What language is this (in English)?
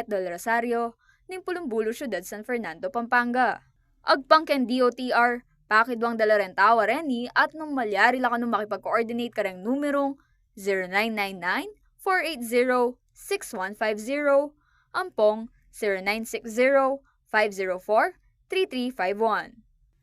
Pampanga